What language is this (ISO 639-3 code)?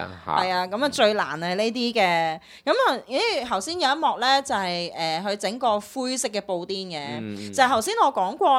yue